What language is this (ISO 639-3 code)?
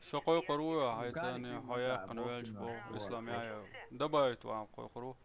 che